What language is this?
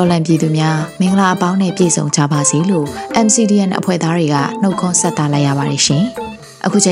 Burmese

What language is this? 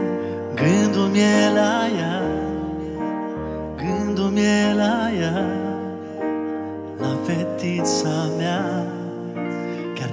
Romanian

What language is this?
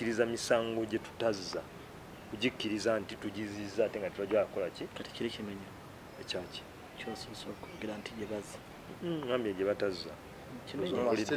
Ganda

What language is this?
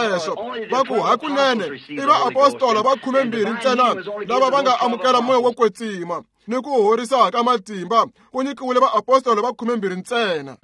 Tsonga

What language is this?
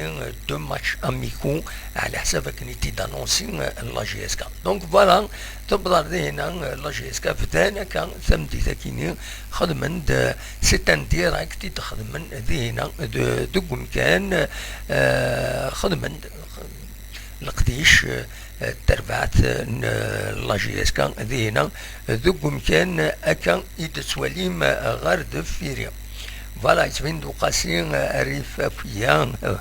Kabyle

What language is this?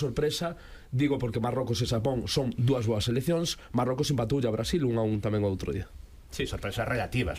Galician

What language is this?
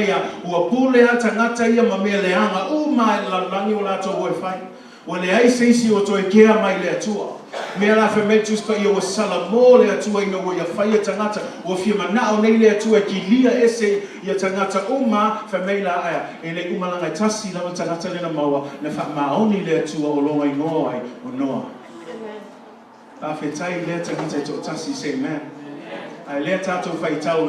Samoan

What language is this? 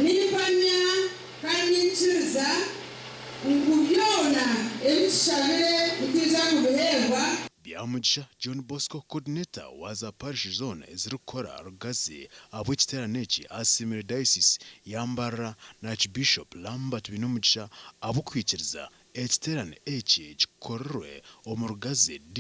Nyankole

